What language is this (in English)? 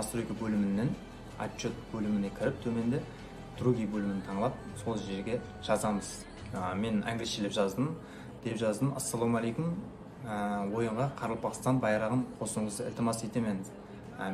Kara-Kalpak